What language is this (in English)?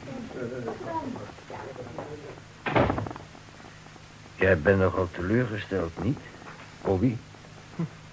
Dutch